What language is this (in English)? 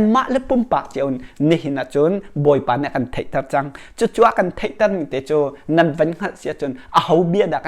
Hakha Chin